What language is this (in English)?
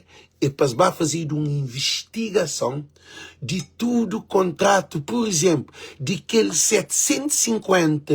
Kabuverdianu